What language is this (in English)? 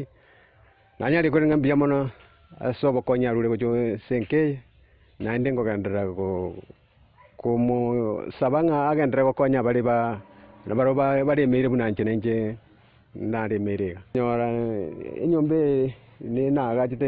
Gusii